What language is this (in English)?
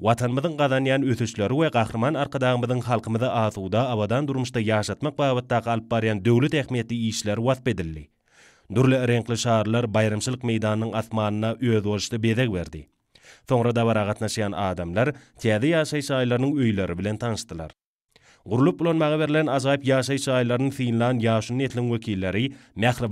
Turkmen